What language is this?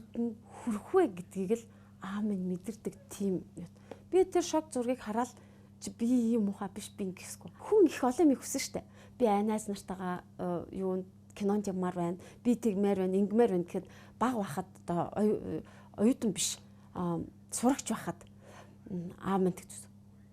Mongolian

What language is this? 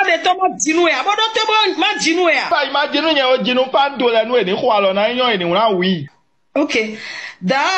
Fon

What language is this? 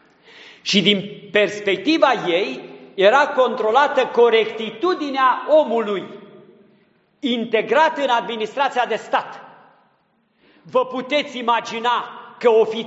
Romanian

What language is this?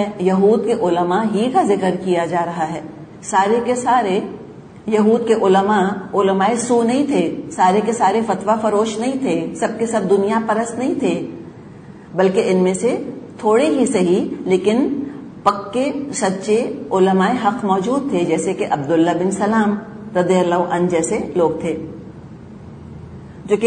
Urdu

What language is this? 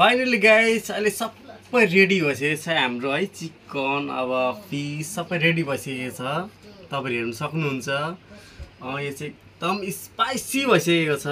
Nepali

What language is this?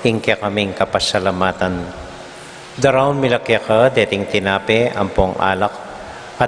Pampanga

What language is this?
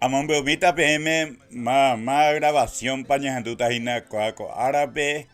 Guarani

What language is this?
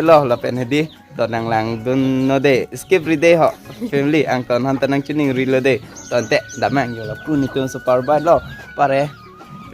Karbi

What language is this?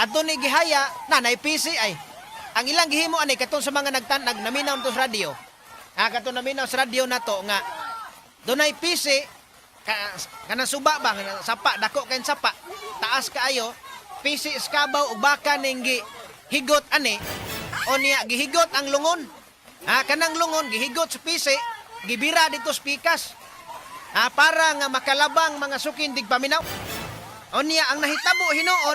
Cebuano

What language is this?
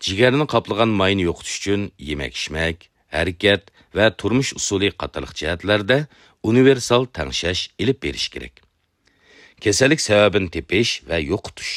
Uyghur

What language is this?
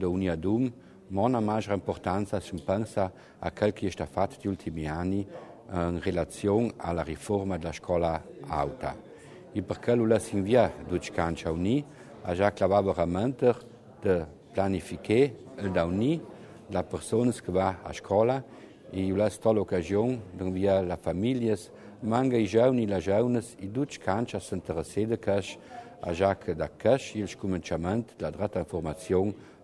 Italian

